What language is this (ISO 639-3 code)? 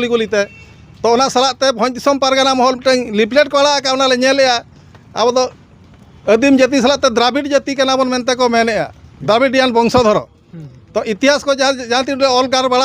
sat